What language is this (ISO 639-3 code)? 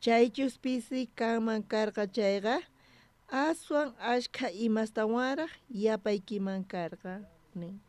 quh